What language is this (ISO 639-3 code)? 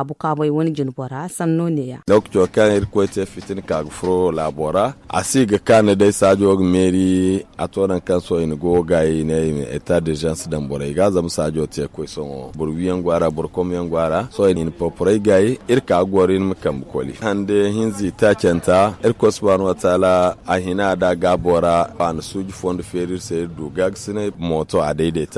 dje